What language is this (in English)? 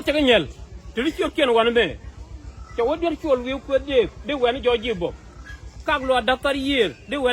Nuer